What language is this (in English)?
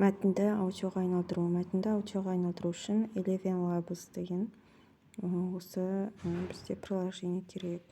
Kazakh